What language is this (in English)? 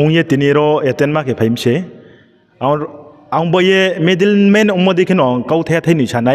Riang (India)